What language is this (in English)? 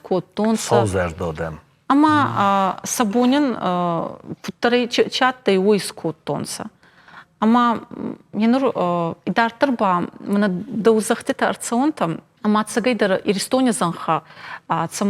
Ossetic